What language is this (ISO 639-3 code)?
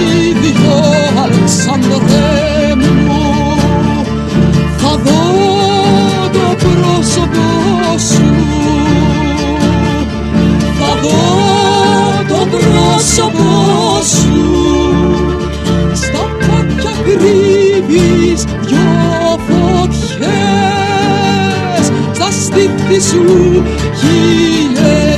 ell